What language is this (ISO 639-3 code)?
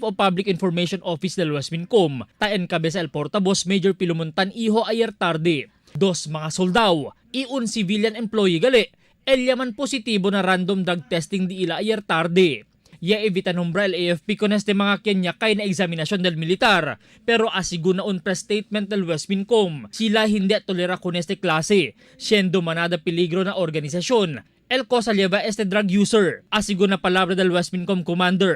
cbk